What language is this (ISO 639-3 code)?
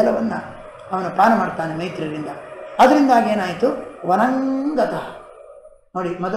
kan